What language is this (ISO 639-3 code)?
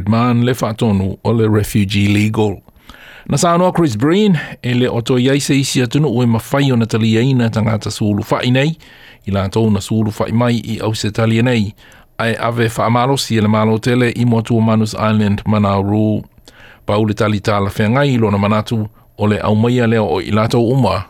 smo